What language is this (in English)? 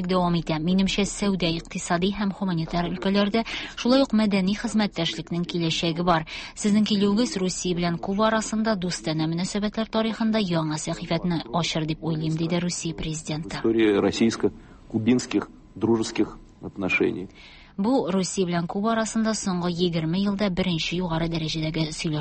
Tatar